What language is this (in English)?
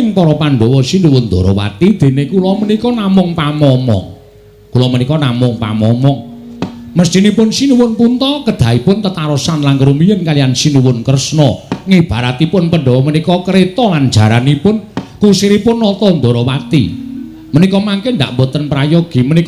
Javanese